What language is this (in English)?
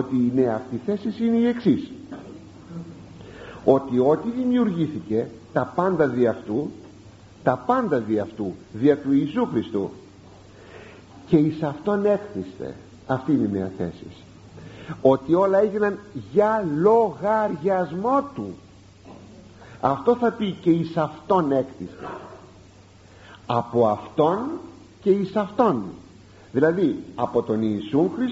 Greek